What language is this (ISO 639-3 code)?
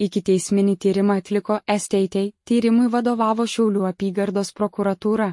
lit